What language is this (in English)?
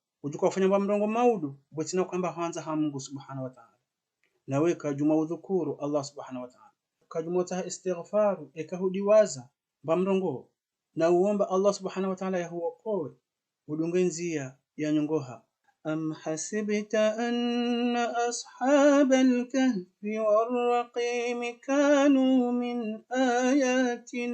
Ngazidja Comorian